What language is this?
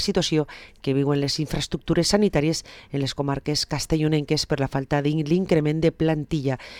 Catalan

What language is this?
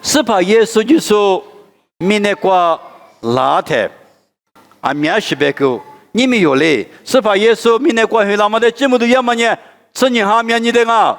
Lisu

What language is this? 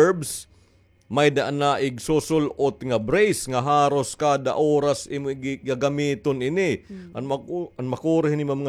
Waray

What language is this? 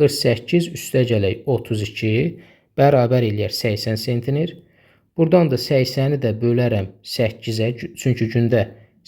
Azerbaijani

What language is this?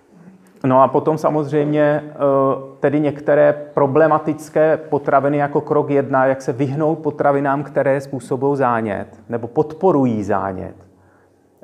Czech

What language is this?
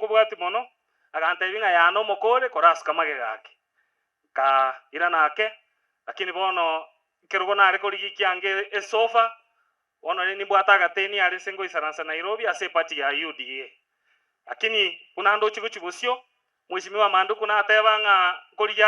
Gusii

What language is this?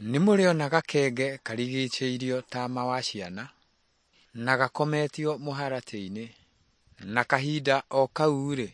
Kikuyu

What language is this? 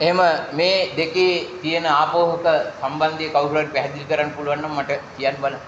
Sinhala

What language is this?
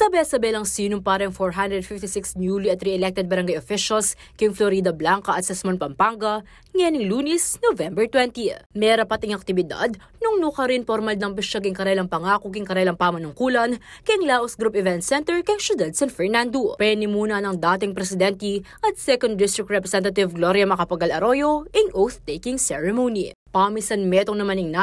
Pampanga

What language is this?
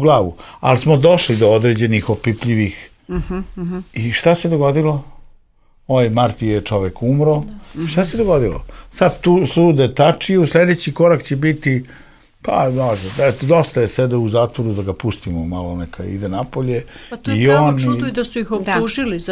Serbian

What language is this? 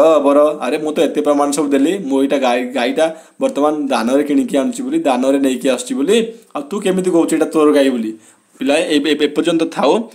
Odia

